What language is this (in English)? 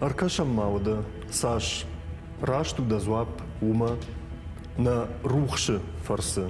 Ossetic